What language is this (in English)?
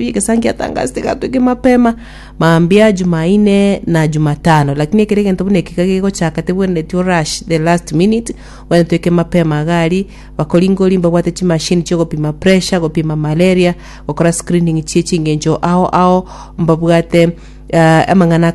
Gusii